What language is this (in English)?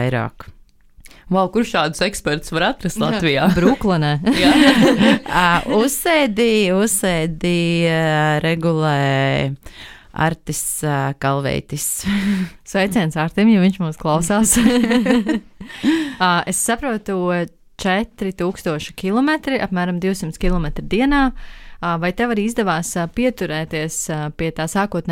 Latvian